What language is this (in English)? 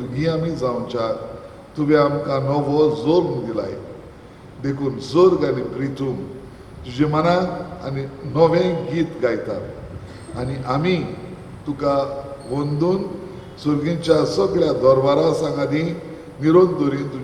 Konkani